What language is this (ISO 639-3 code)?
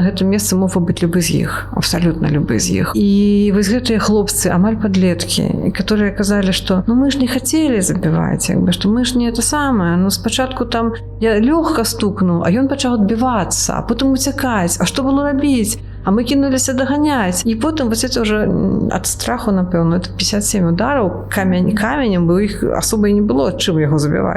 bel